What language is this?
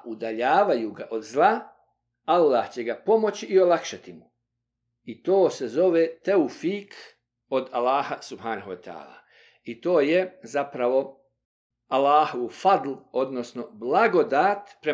Bosnian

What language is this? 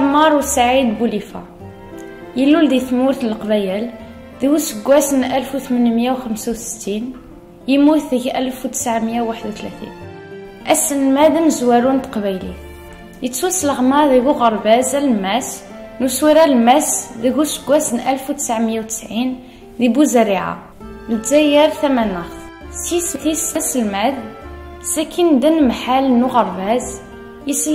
Kabyle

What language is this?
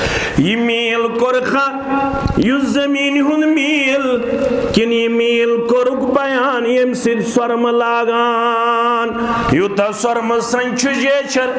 Kashmiri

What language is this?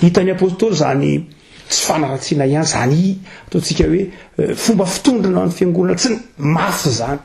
Malagasy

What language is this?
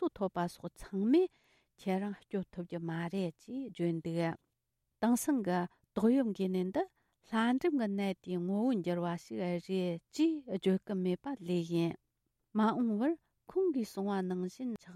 Tibetan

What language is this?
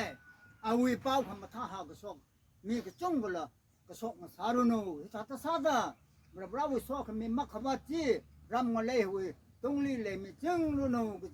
Tangkhul Naga (India)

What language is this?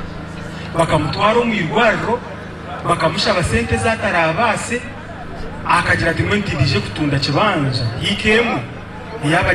Nyankole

